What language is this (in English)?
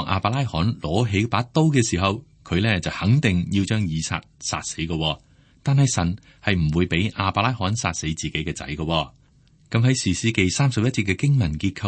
Cantonese